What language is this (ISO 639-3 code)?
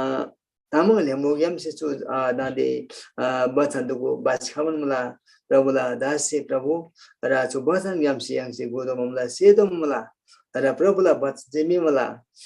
taj